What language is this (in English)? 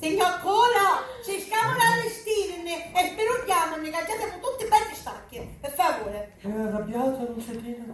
Sicilian